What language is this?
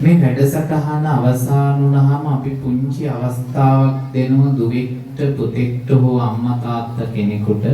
Sinhala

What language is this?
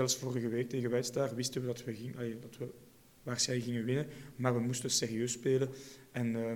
Dutch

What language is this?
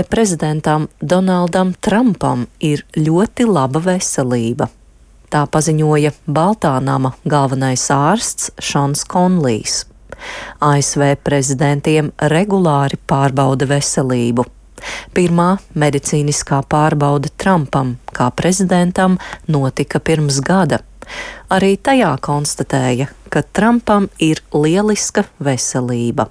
Latvian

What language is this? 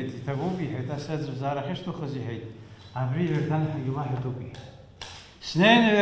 Abkhazian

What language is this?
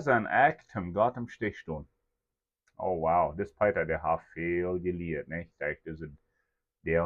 Plautdietsch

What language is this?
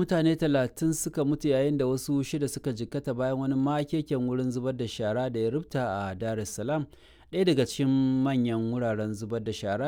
Hausa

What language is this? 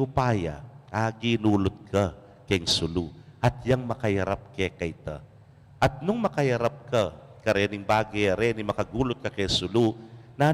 Pampanga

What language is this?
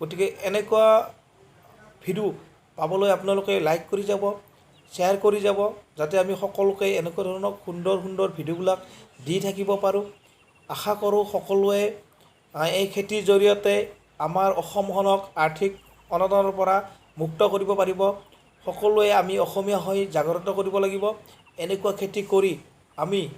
Assamese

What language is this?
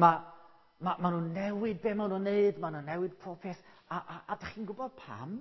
Welsh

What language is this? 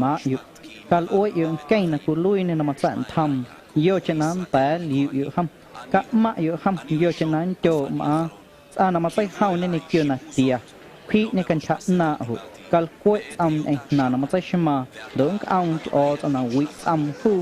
Guerrero Amuzgo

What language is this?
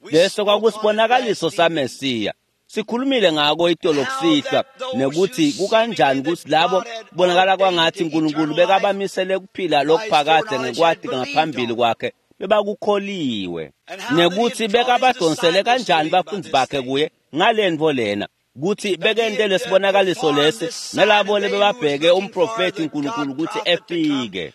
Swati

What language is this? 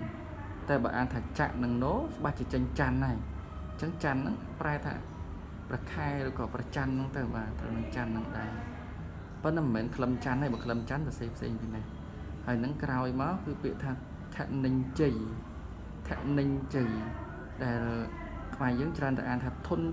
Khmer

